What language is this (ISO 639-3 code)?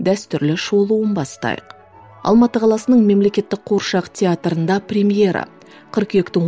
kaz